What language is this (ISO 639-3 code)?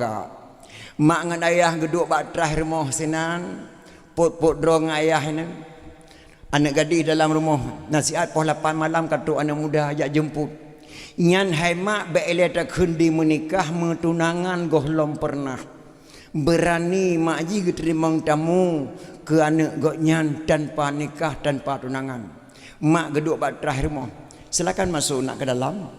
ace